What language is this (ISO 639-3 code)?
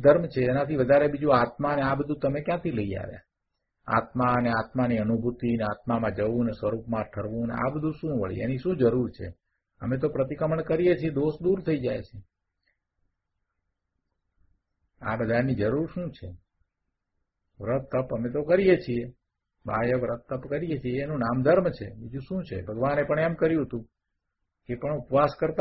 guj